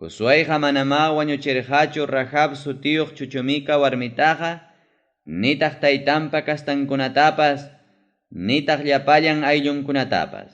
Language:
Ayacucho Quechua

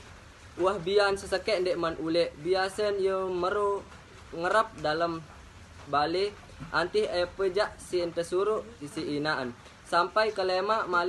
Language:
Sasak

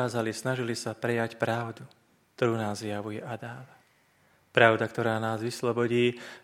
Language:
Slovak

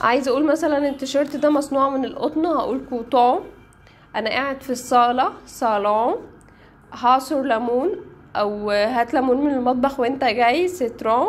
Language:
Egyptian Arabic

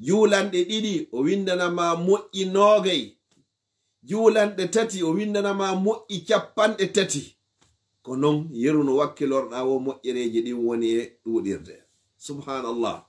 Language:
Fula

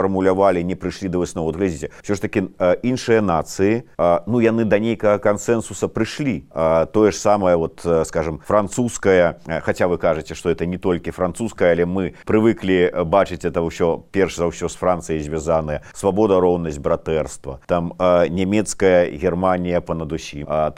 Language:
Belarusian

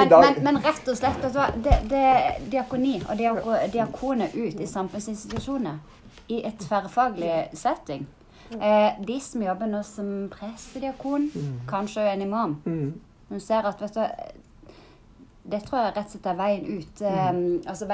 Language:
Norwegian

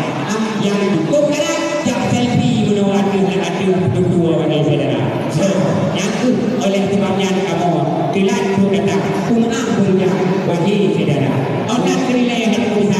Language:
Achinese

